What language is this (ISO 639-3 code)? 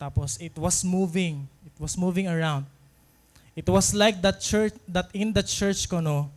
war